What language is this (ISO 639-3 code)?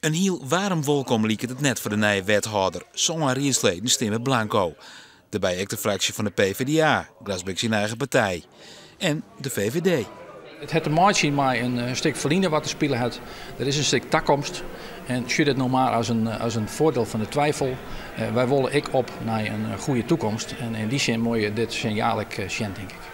fry